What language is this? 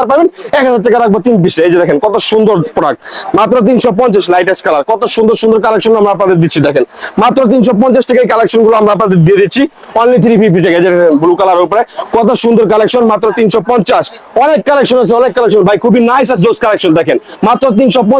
Bangla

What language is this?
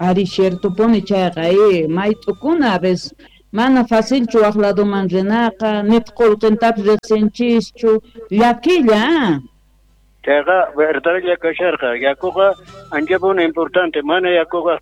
South Bolivian Quechua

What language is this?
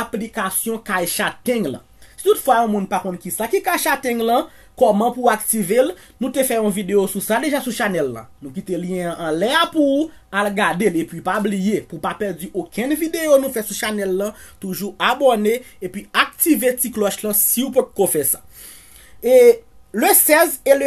Haitian Creole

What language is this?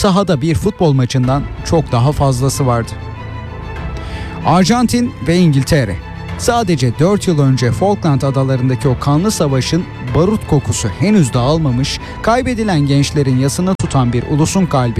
Turkish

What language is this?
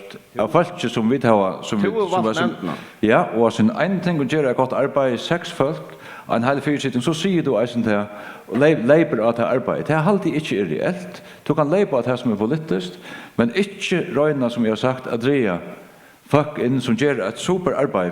Faroese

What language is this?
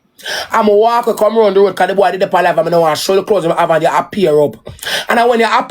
Jamaican Creole English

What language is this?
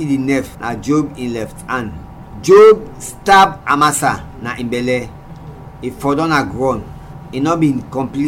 Krio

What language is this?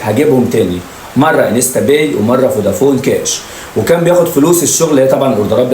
Egyptian Arabic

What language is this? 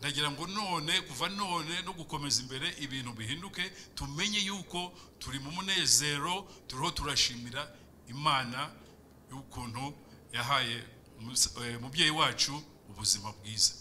Kinyarwanda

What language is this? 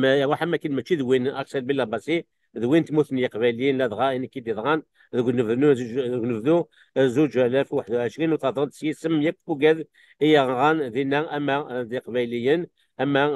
Kabyle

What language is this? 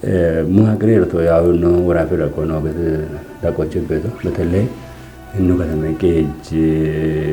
Kafa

